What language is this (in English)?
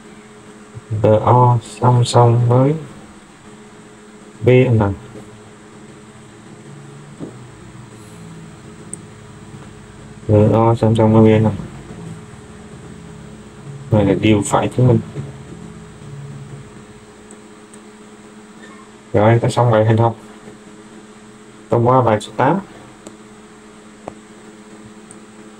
Vietnamese